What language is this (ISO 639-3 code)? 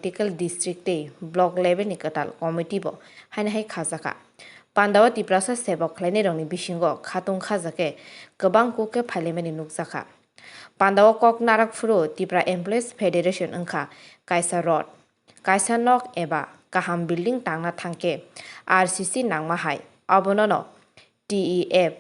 trp